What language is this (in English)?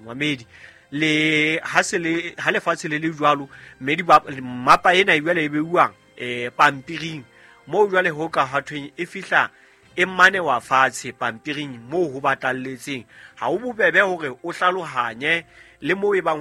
Southern Sotho